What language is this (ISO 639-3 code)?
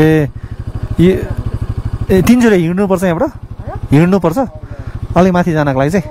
nep